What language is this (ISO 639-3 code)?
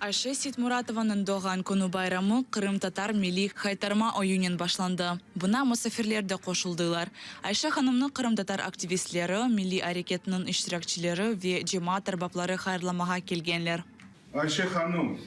crh